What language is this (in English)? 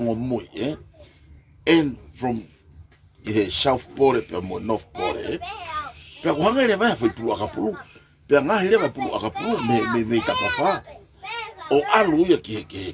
Tongan